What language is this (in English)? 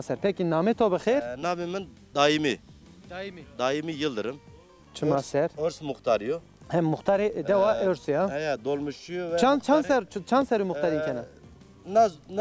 Zaza